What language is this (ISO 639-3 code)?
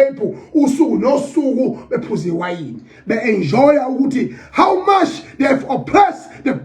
zul